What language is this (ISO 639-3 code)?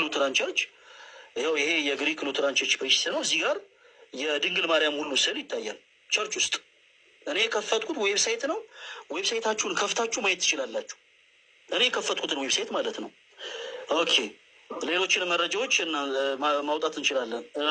amh